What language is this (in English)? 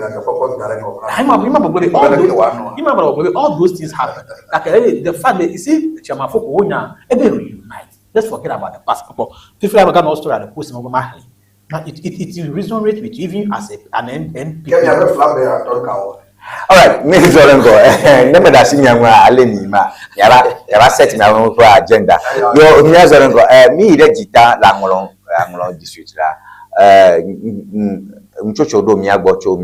Ewe